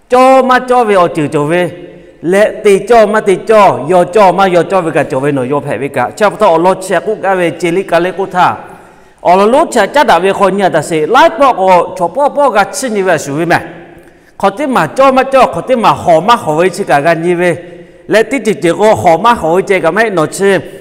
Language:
Lahu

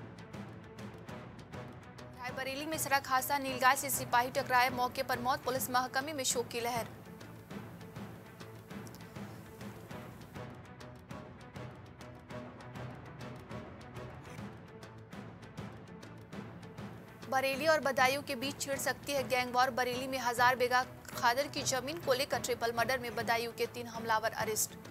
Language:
Hindi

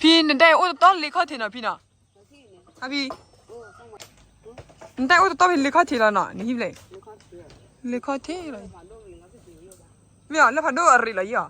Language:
S'gaw Karen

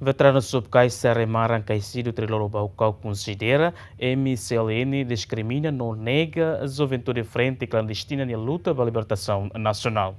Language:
Tetum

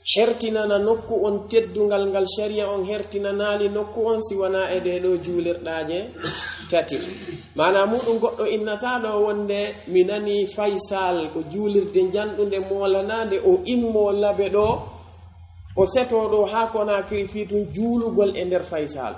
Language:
Pular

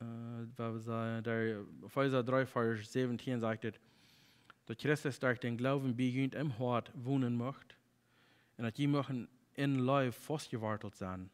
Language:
Plautdietsch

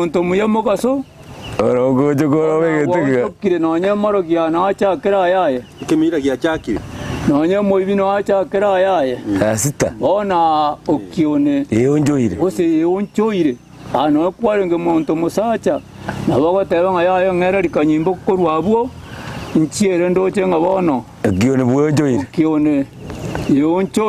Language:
Gusii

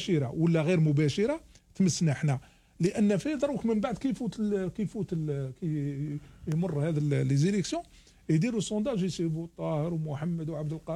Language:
Algerian Arabic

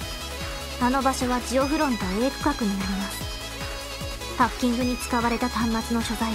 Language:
Japanese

